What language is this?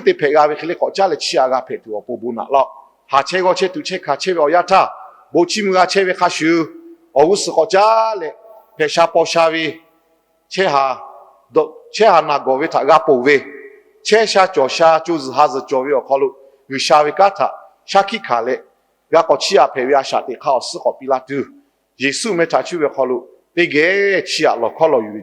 Lahu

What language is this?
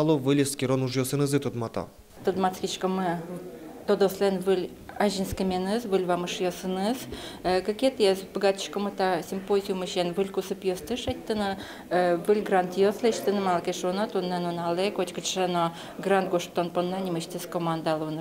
Udmurt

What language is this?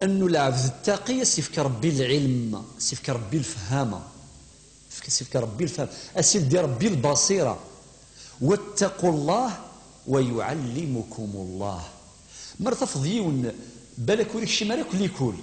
Kabyle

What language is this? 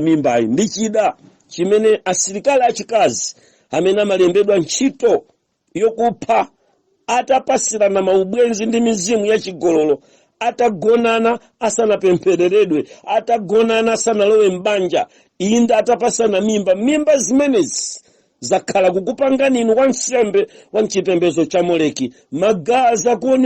Nyanja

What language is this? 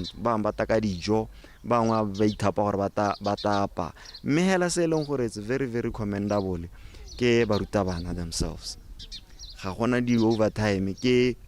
Tswana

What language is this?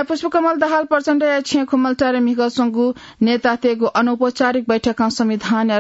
Newari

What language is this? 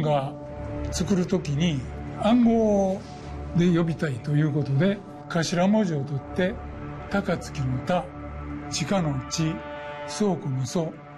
Japanese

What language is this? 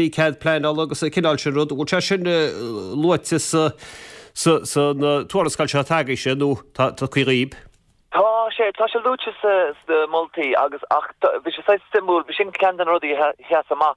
Irish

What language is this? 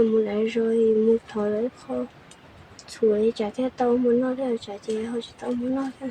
Hmong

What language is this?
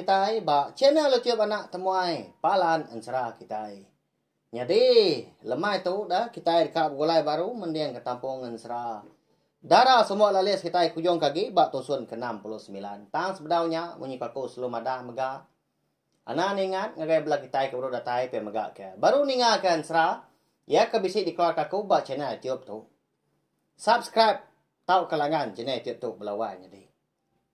Iban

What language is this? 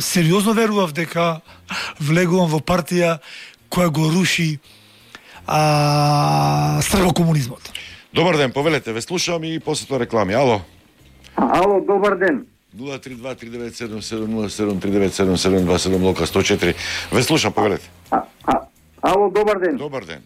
Macedonian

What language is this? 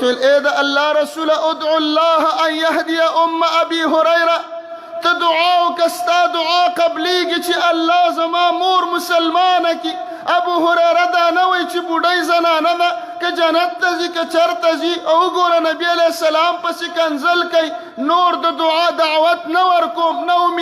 Pashto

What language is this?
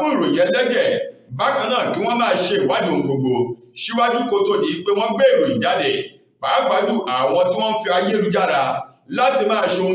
Yoruba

